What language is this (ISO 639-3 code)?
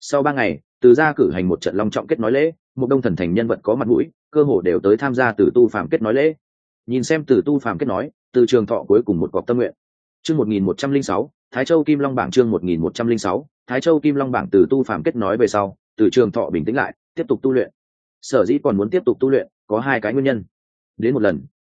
vie